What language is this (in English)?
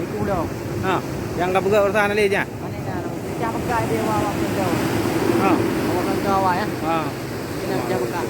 Achinese